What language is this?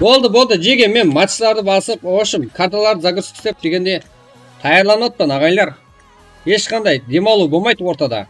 Kara-Kalpak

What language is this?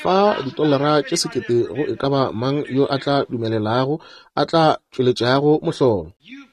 Northern Sotho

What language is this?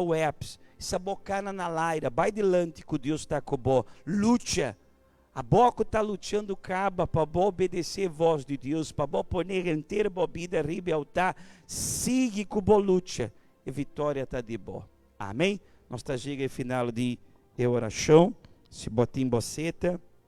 Papiamento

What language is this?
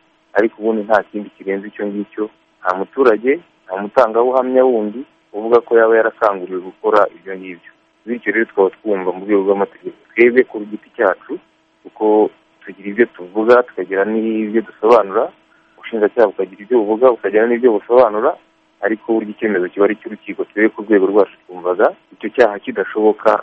Kinyarwanda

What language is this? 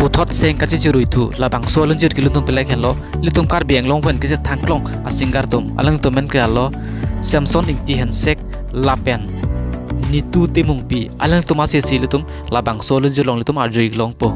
Karbi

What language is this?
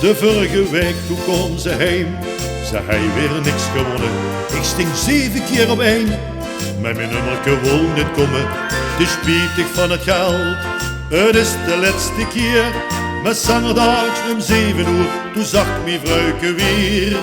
Limburgish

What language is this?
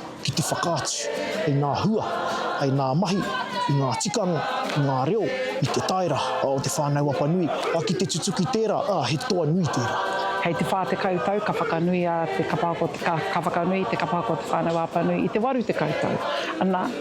Māori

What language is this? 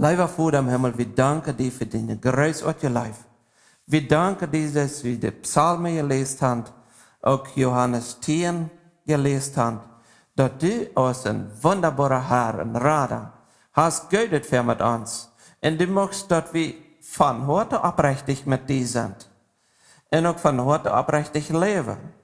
Plautdietsch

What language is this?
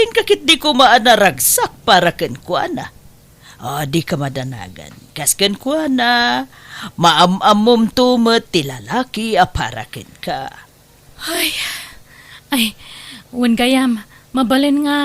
Iloko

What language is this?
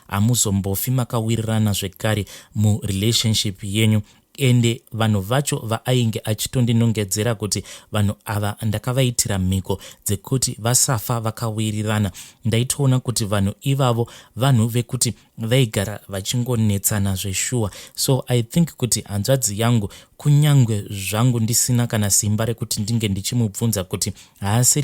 Shona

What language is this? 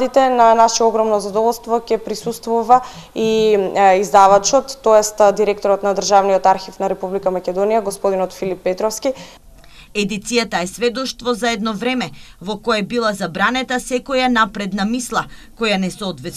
Macedonian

